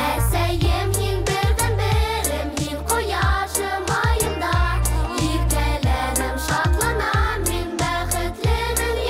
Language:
Bashkir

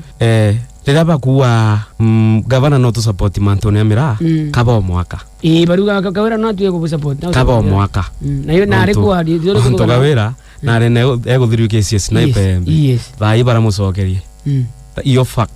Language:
Meru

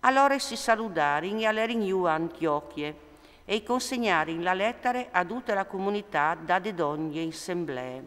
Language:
Friulian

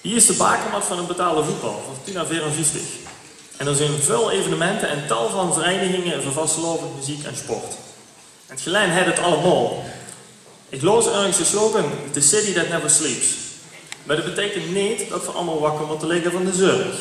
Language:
Limburgish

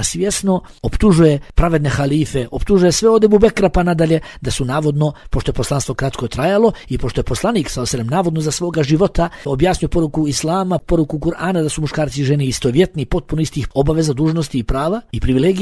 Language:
Bosnian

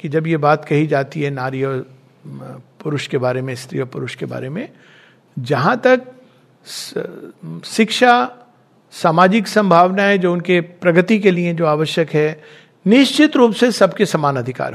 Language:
Hindi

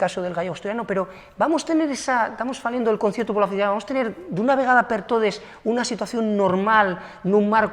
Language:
Asturian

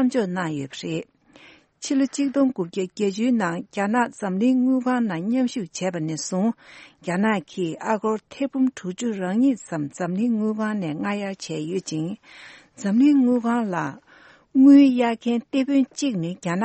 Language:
Tibetan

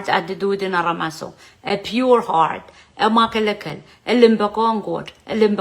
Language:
Pohnpeian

